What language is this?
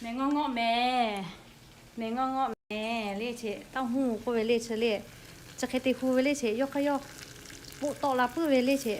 Lahu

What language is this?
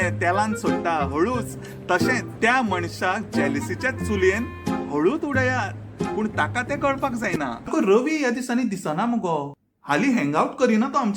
Konkani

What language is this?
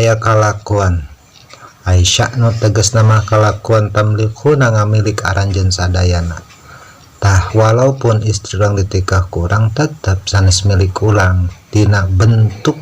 Sundanese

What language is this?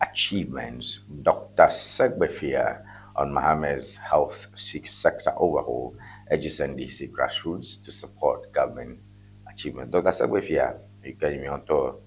Ewe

